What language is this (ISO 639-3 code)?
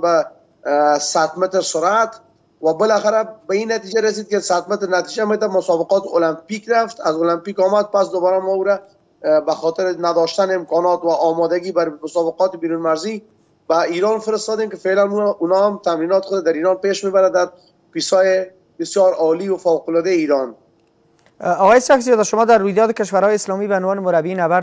fas